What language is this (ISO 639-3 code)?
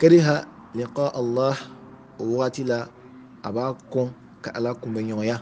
bam